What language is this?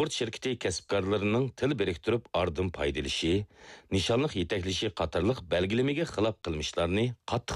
Uyghur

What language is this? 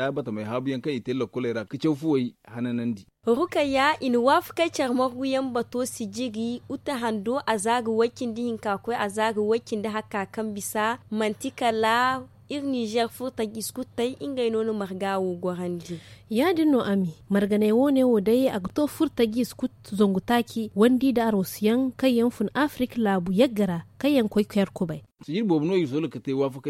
Zarma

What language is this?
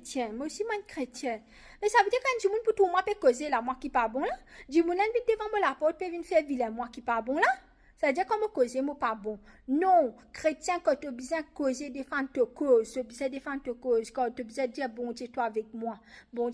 Morisyen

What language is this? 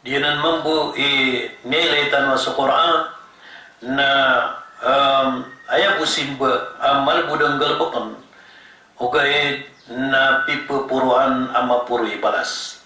Maranao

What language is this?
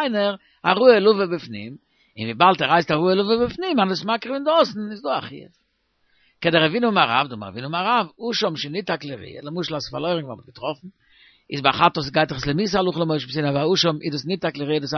Yiddish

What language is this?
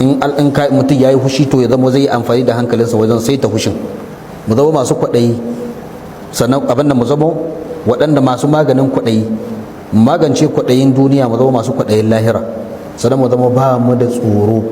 Hausa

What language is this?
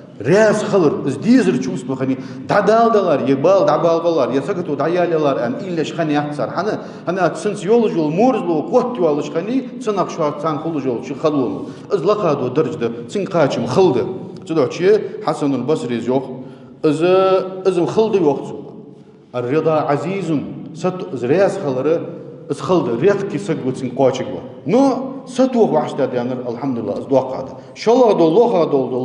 Ingush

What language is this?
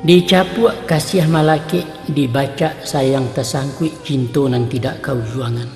Minangkabau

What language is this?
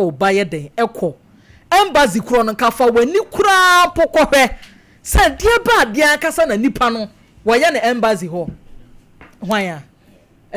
Akan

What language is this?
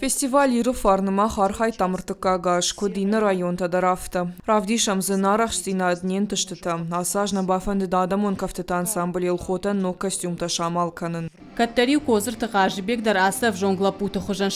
Ossetic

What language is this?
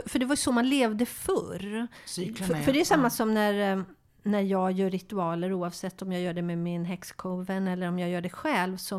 Swedish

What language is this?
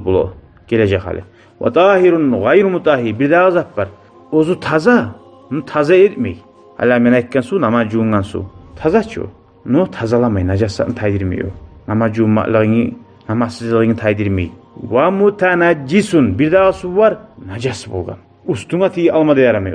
Kumyk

